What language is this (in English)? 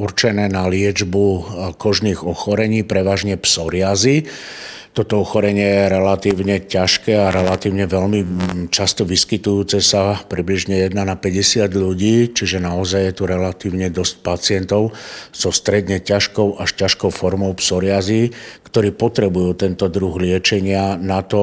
Slovak